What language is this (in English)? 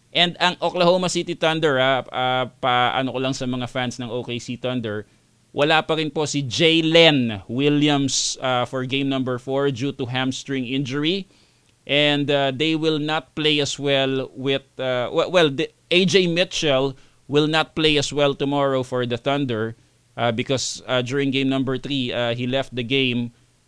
Filipino